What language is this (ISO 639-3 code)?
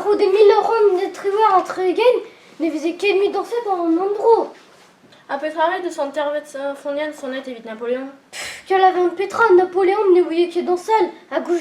bre